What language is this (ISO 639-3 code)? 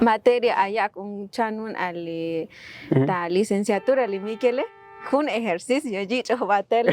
tzo